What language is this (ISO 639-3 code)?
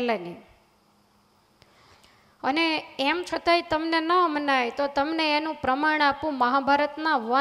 guj